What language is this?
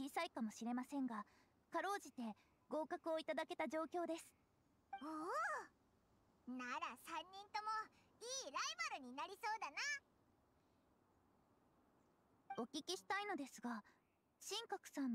Japanese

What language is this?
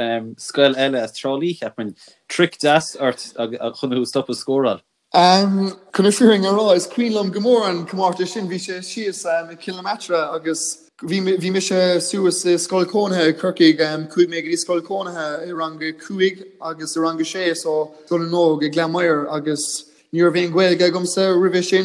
Irish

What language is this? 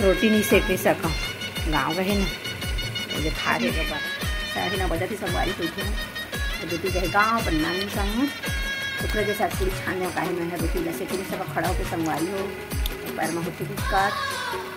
Chhattisgarhi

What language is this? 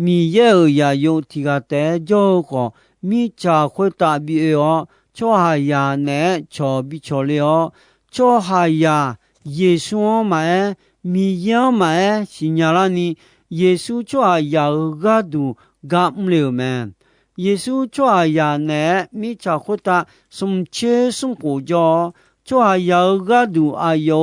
Akha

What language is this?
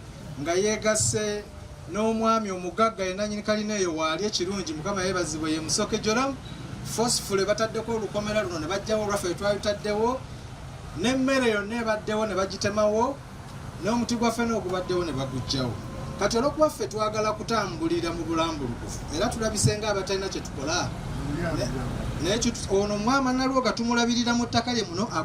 Ganda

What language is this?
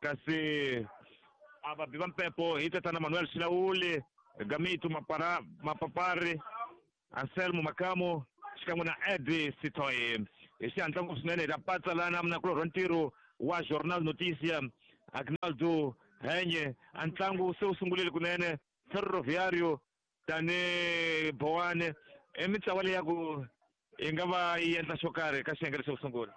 Tsonga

